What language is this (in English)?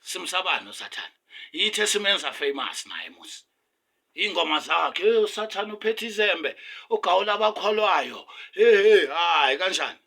Zulu